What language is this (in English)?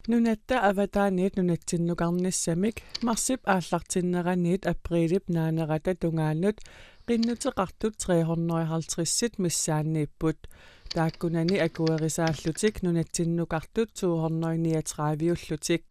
Kalaallisut